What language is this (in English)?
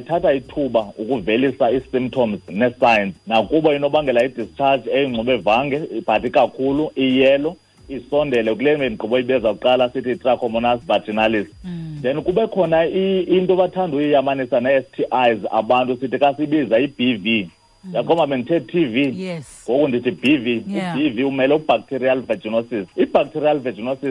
Xhosa